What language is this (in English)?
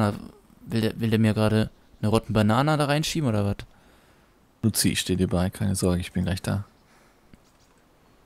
German